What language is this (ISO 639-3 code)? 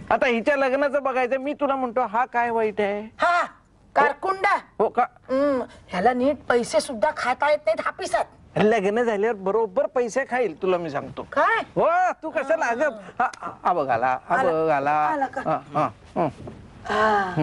mar